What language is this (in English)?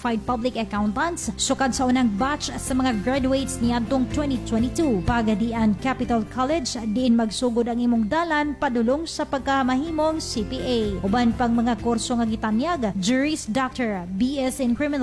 Cebuano